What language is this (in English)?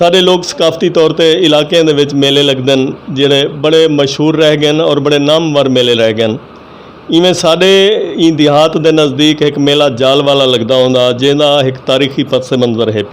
Saraiki